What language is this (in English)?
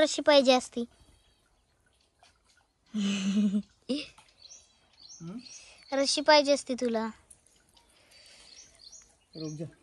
Marathi